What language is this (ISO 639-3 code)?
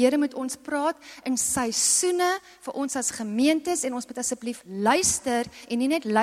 afr